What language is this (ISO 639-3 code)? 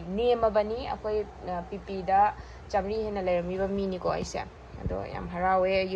mni